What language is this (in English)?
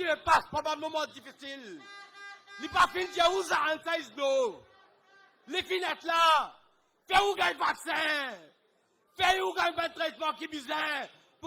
Morisyen